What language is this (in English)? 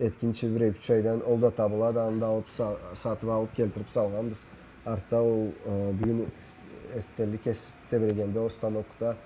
Karachay-Balkar